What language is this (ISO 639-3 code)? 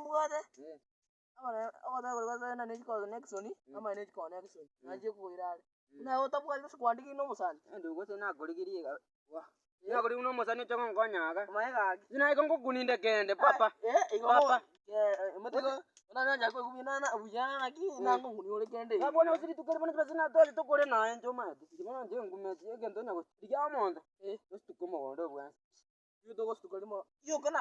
guz